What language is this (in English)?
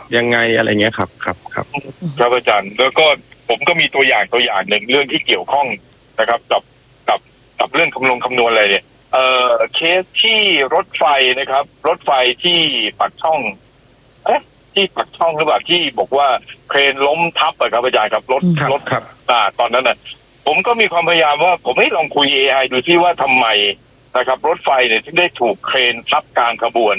Thai